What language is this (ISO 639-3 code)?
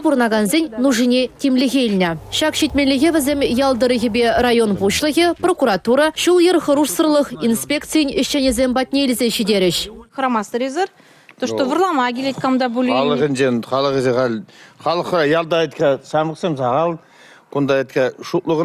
chv